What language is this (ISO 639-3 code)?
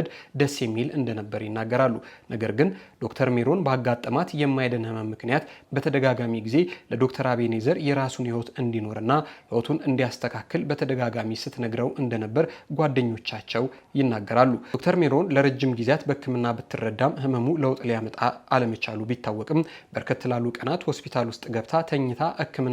amh